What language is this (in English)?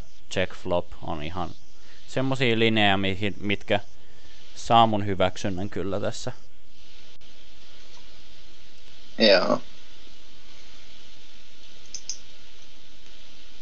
Finnish